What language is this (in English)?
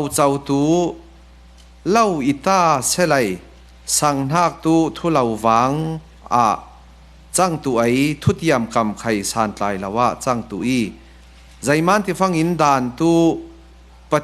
Falam Chin